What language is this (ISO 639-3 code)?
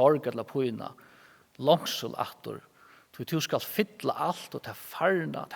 fao